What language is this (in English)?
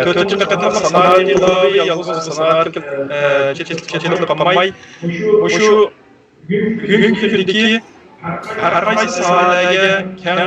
Uyghur